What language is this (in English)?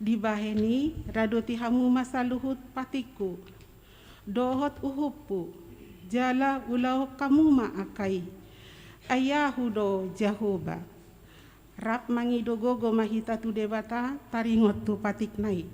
Batak Toba